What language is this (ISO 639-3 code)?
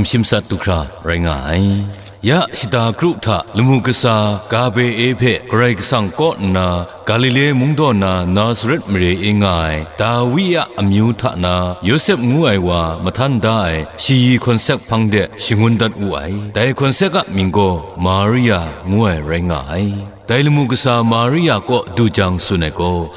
kac